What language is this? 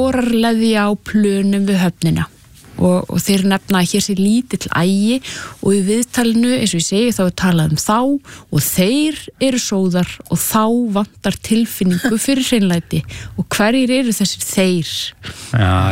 Icelandic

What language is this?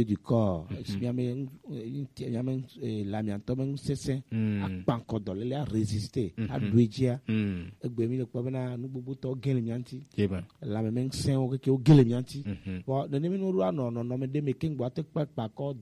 Gen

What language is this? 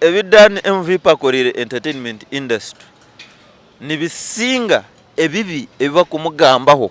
Nyankole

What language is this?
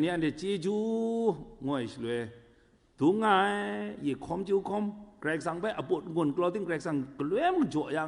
Kachin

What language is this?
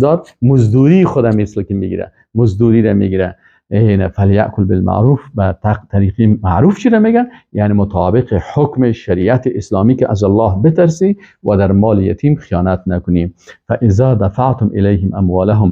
Persian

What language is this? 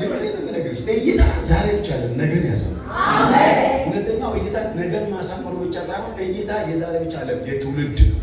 Amharic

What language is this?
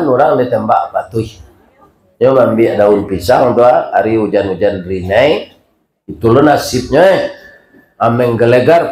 Minangkabau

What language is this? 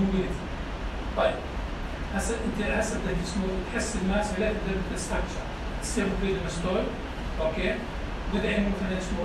North Levantine Arabic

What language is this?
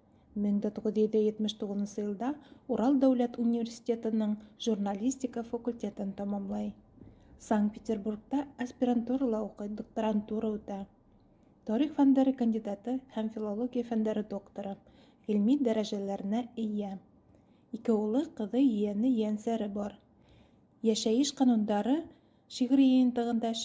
Bashkir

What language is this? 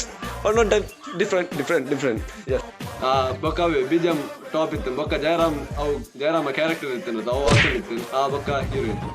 Tulu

